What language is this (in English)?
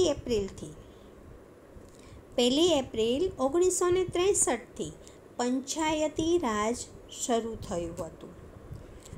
Gujarati